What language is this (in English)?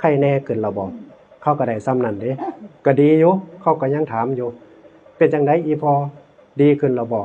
Northeastern Thai